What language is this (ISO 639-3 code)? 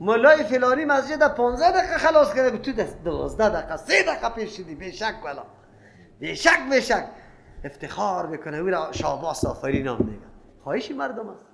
fas